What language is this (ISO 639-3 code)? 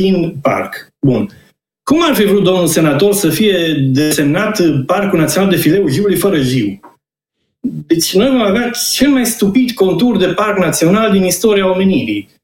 ron